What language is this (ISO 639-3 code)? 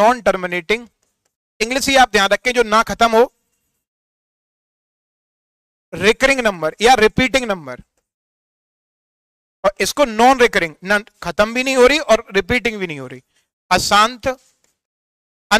hin